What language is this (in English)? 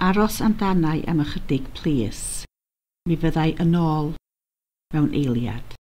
Welsh